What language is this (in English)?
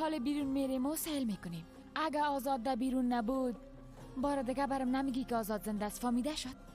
Persian